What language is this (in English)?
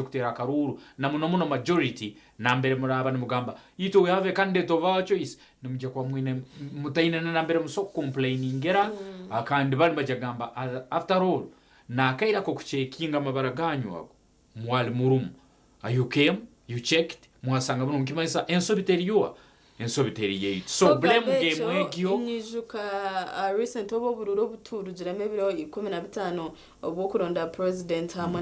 Nyankole